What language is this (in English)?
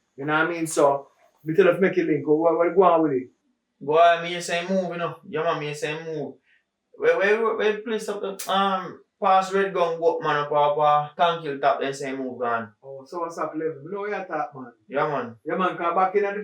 Jamaican Creole English